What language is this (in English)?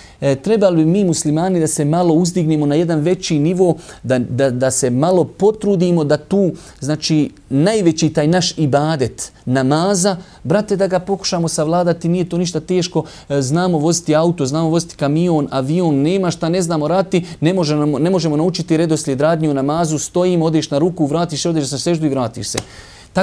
Bosnian